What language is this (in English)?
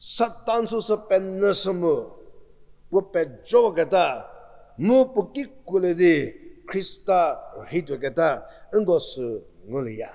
Angami Naga